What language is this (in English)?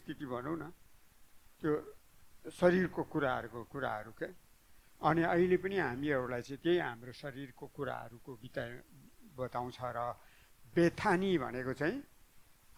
Nepali